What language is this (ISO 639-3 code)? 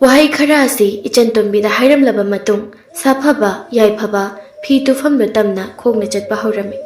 mni